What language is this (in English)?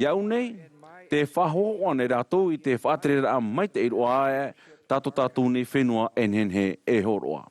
Tahitian